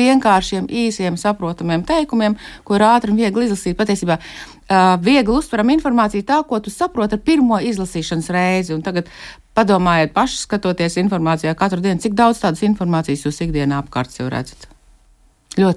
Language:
Latvian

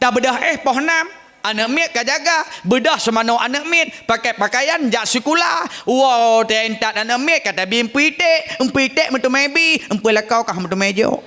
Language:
Achinese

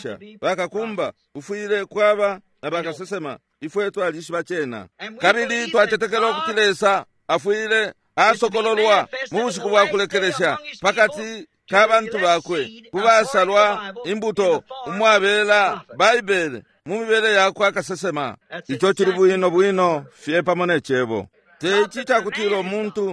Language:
Bemba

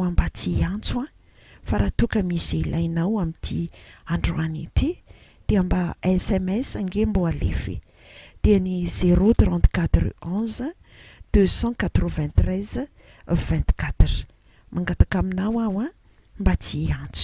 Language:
Malagasy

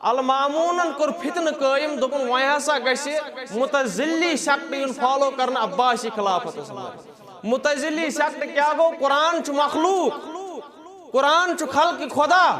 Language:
Kashmiri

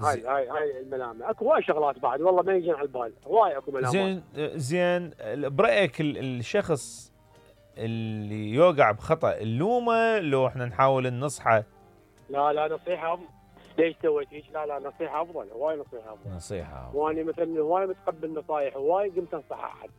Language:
Mesopotamian Arabic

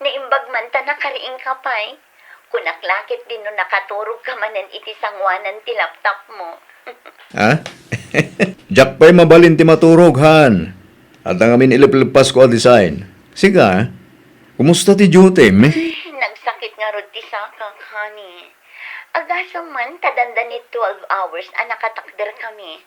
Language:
Iloko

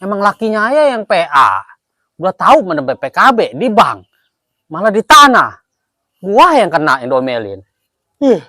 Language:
Betawi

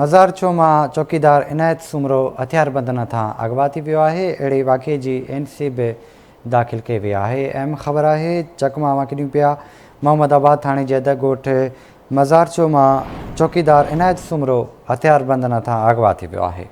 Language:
Sindhi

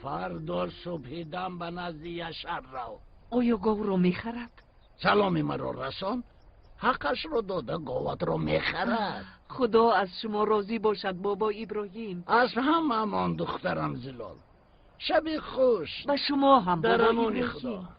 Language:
Tajik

